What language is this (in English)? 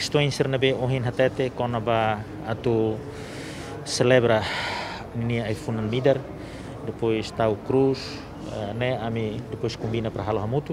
Tetum